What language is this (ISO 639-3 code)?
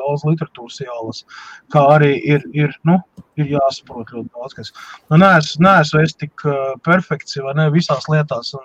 lav